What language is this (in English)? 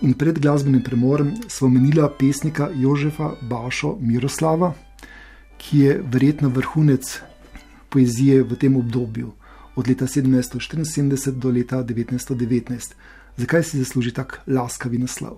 Slovenian